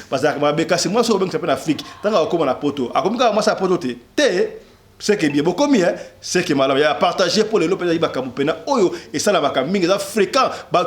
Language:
Lingala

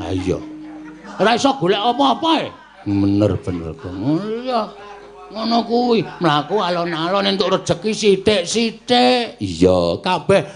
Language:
Javanese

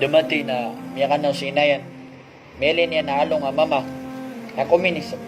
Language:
Maranao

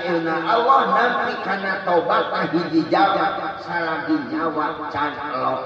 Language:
Sundanese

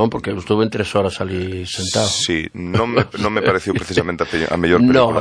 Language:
Galician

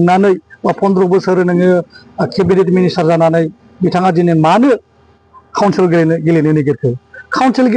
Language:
Bodo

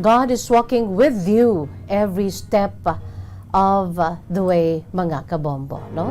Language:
Hiligaynon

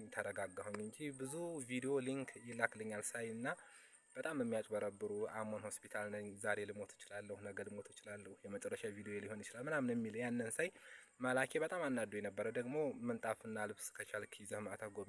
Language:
Amharic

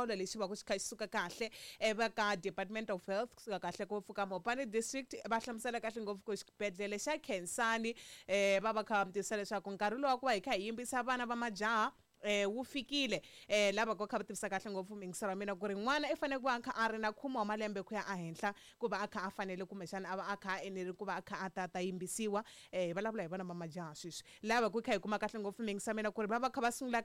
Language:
Tsonga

